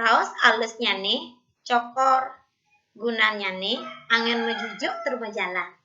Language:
Balinese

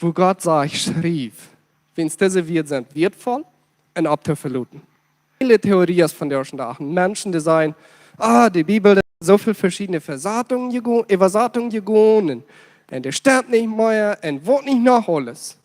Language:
Plautdietsch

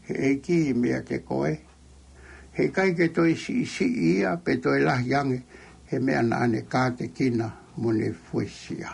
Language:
Tongan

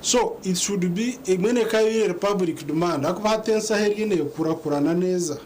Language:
Nyankole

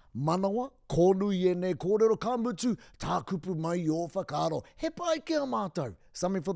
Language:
Māori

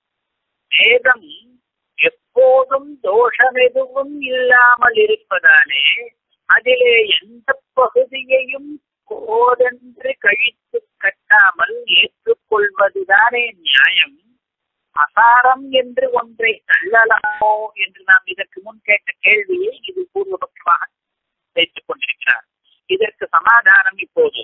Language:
Tamil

